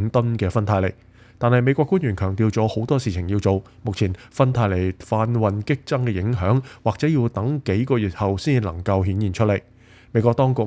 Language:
Cantonese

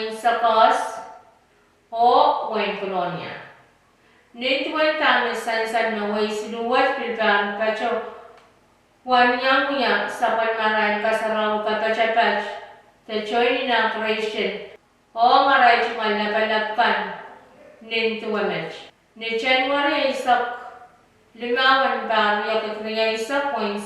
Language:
Pohnpeian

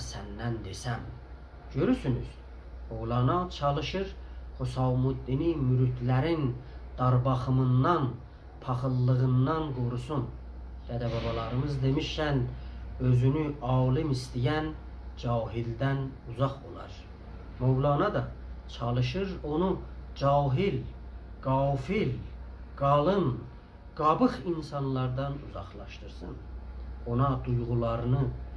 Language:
South Azerbaijani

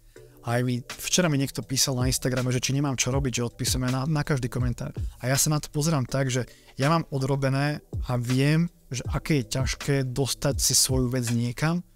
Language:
Slovak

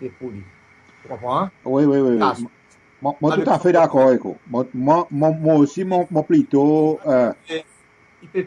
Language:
Seselwa Creole French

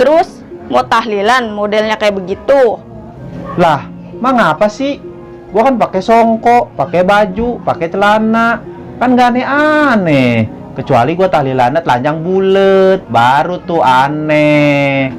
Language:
Betawi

